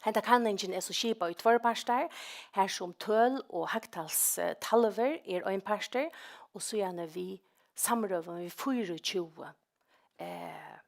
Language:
Faroese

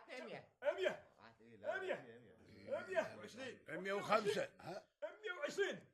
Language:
Gulf Arabic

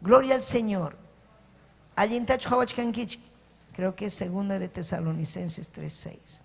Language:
Ayacucho Quechua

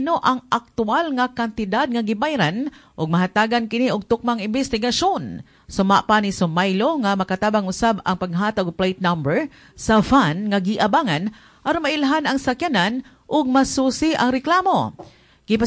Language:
Cebuano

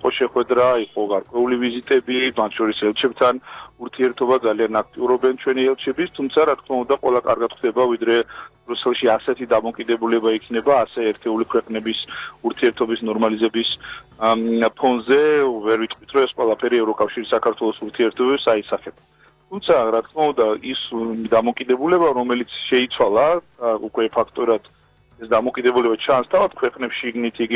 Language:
Georgian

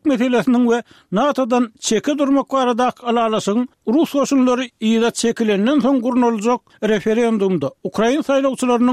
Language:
Turkmen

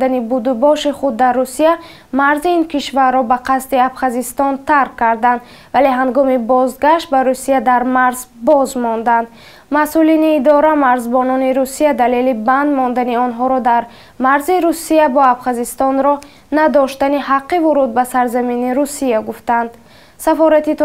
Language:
Tajik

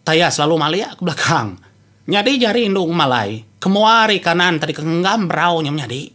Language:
Iban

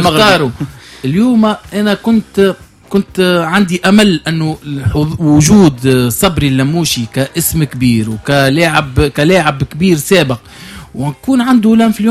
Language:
Tunisian Arabic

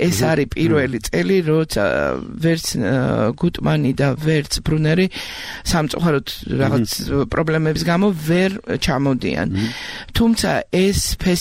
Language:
Georgian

